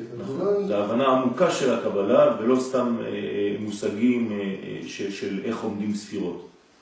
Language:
Hebrew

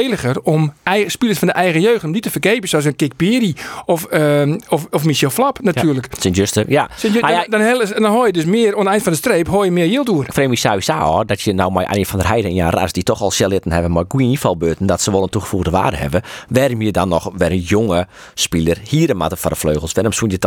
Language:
Western Frisian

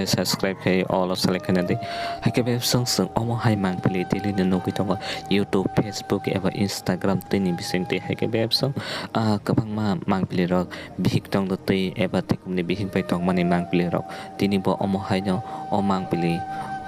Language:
Kok Borok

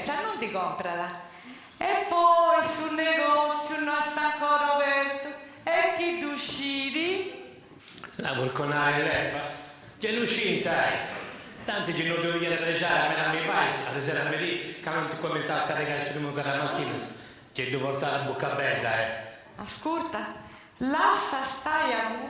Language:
Sardinian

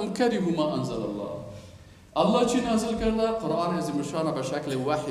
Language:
Persian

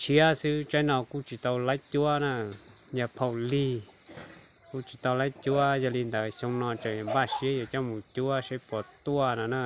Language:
Hmong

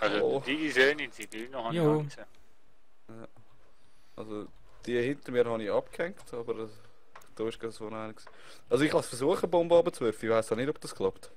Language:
Swiss German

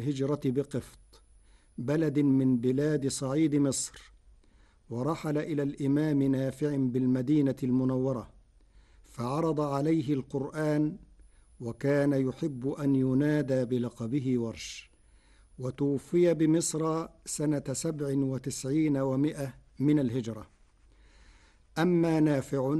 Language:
Arabic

